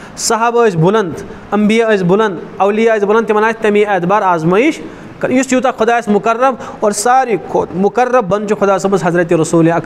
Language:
Kashmiri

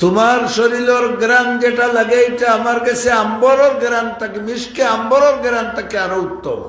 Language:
Sylheti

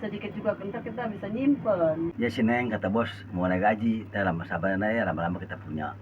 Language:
Betawi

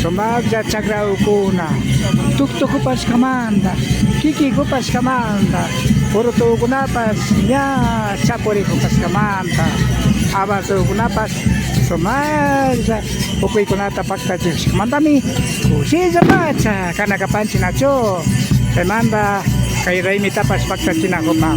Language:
Imbabura Highland Quichua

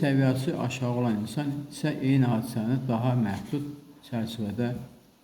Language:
Azerbaijani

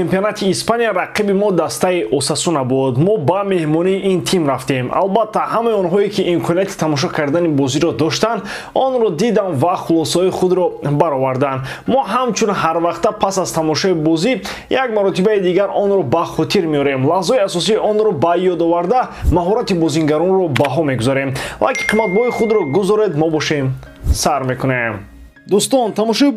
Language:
Tajik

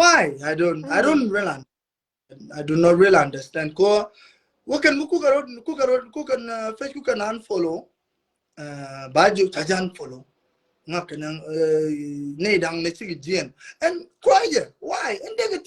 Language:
Nuer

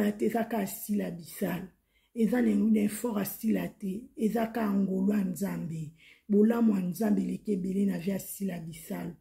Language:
Lingala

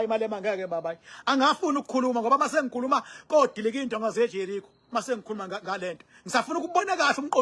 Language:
Zulu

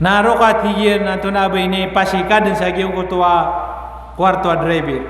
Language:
Maranao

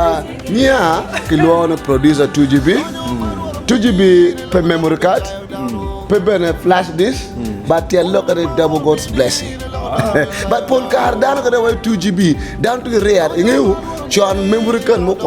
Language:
Acoli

